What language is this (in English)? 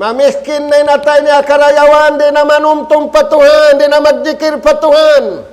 Tausug